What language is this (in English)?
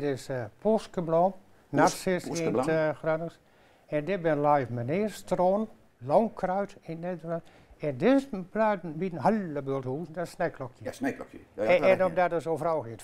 Gronings